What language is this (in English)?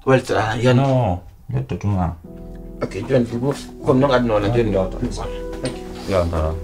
Pular